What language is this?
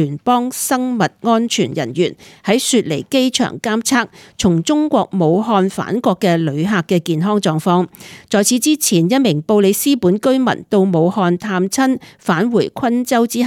Cantonese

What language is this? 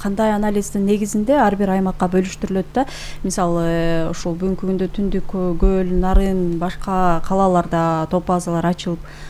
Kyrgyz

